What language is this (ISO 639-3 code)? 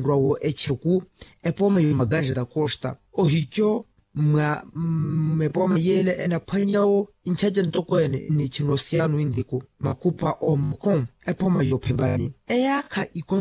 vmw